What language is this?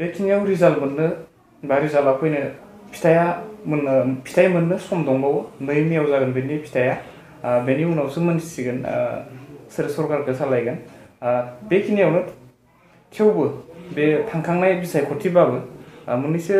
Bodo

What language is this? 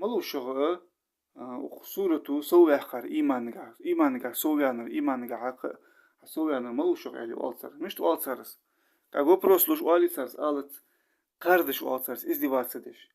Ingush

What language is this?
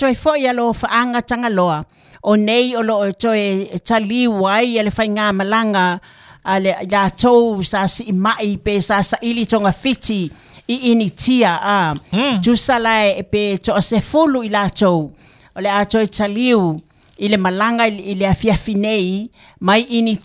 Samoan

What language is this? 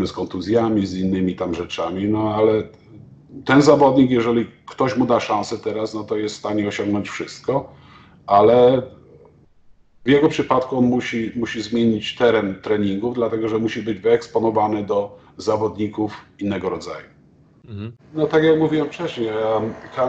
Polish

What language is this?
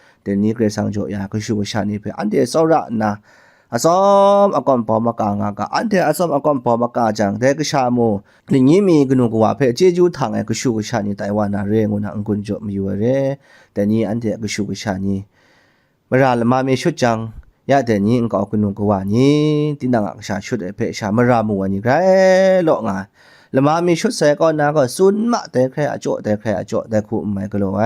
Kachin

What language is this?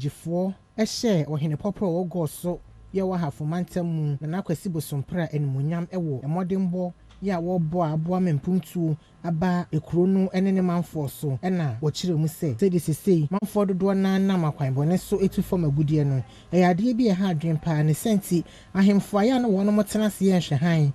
Akan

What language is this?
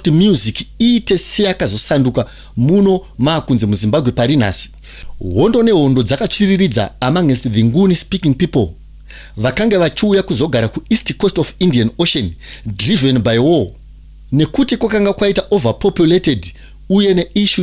Shona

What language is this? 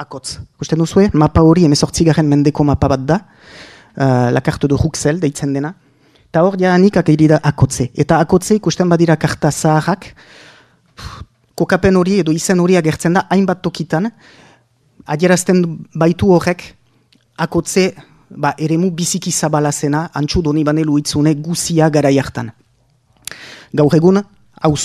Basque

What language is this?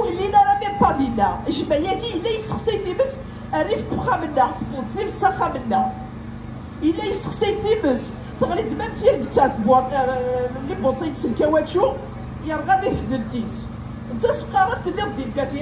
Kabyle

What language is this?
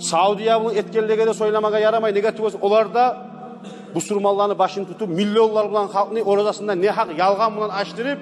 Kumyk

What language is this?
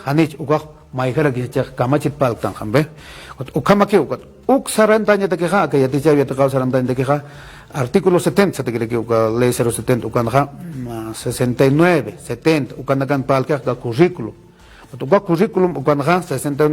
Aymara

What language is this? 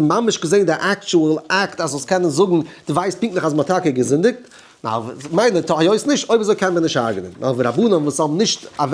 Yiddish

